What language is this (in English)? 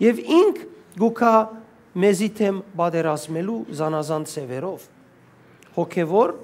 Western Armenian